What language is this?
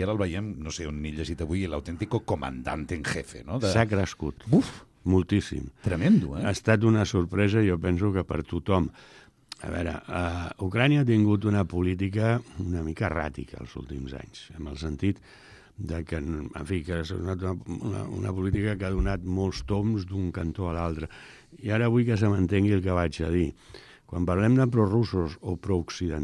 Catalan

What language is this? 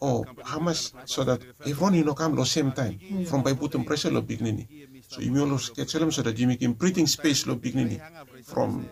Bislama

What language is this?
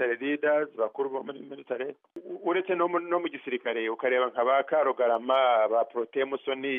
Kinyarwanda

